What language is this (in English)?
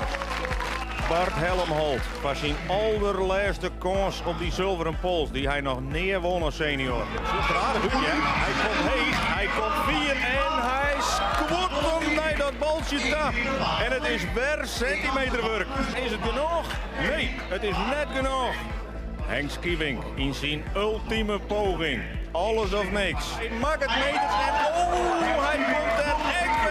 Western Frisian